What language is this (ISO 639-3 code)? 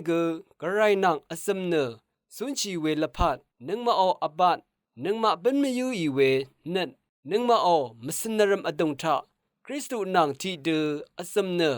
raw